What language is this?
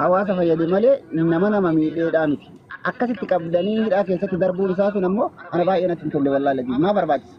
Oromo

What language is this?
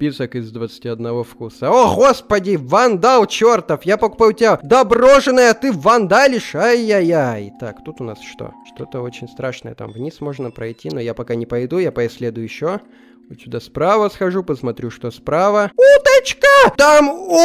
Russian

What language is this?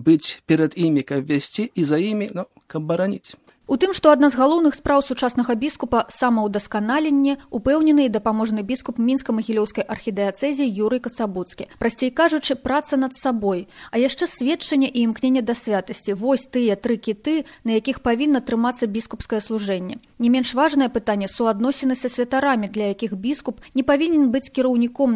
Belarusian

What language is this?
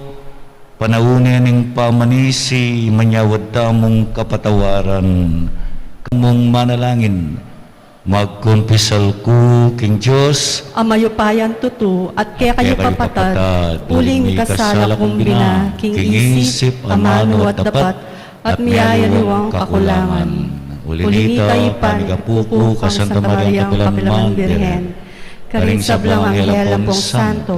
Pampanga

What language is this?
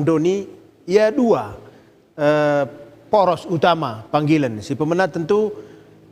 Batak Karo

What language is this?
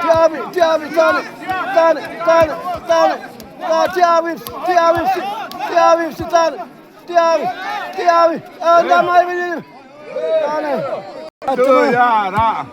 Xavánte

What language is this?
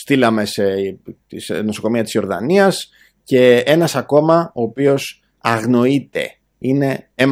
Greek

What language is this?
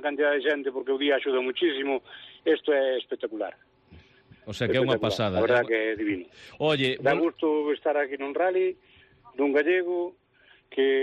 Galician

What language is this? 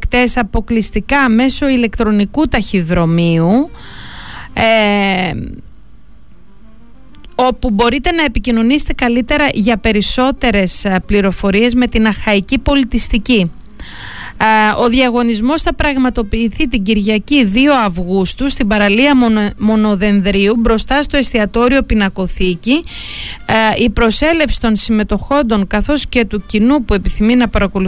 Greek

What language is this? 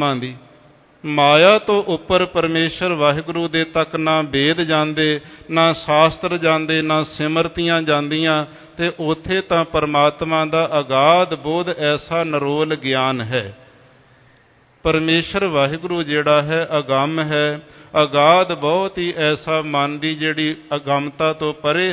Punjabi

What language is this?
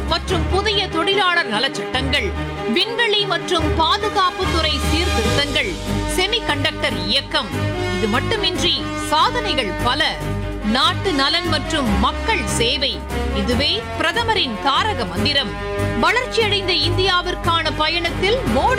Tamil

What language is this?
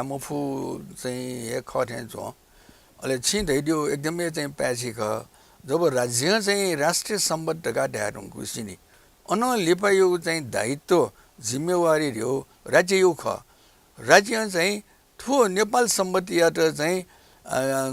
Newari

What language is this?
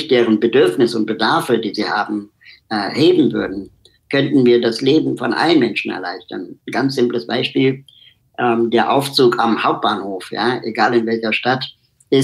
German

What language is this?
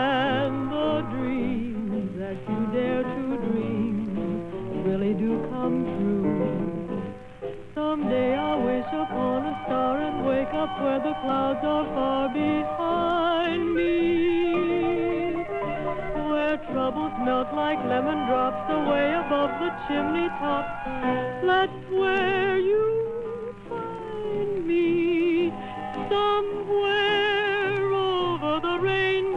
English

